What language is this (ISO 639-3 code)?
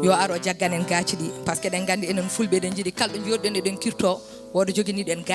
ful